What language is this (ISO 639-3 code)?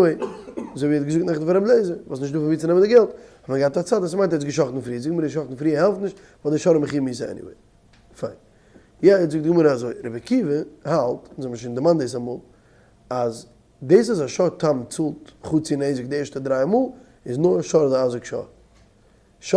yid